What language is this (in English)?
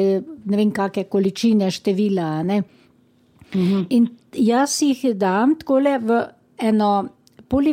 Slovenian